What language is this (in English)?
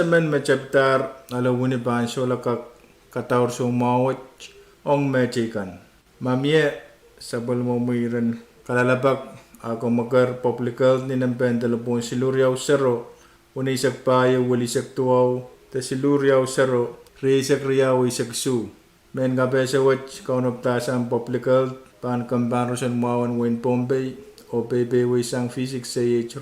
Pohnpeian